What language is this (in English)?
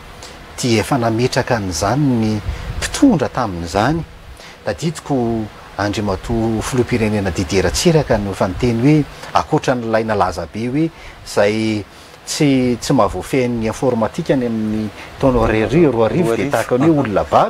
Malagasy